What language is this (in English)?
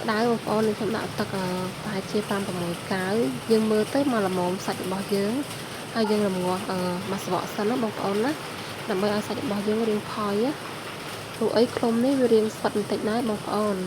Khmer